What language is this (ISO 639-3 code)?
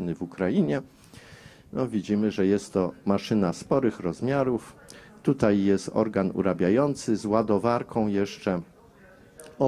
pol